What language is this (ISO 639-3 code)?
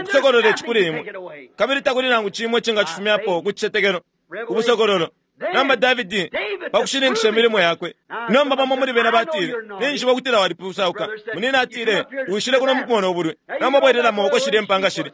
bem